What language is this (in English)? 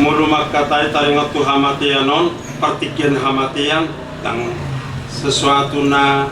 Batak Toba